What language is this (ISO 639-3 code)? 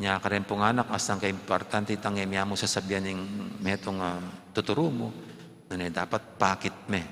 pam